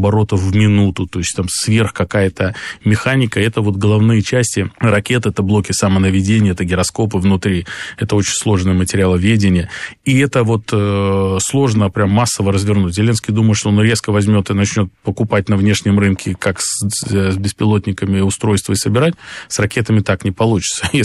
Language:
Russian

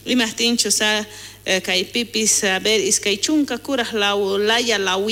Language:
South Bolivian Quechua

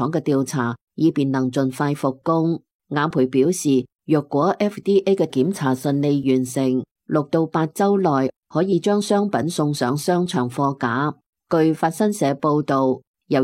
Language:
Cantonese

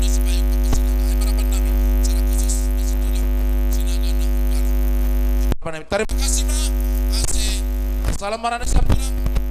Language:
Batak Simalungun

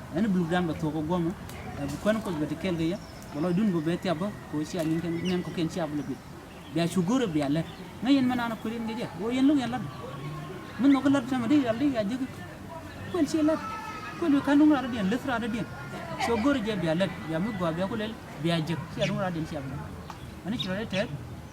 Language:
Nuer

